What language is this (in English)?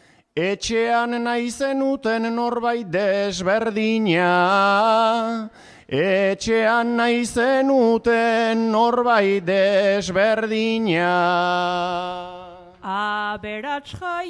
Basque